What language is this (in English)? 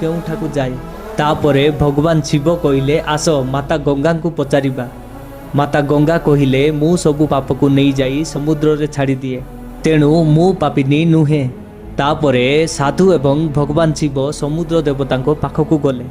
Odia